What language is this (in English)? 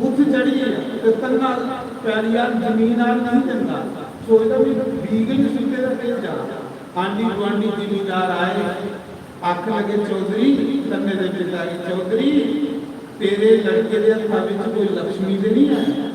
Dogri